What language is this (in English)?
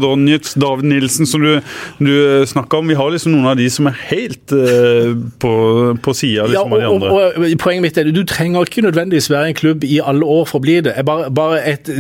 Norwegian